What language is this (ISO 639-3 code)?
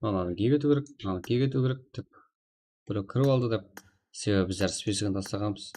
kaa